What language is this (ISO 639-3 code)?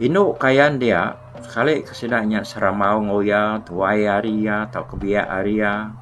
iba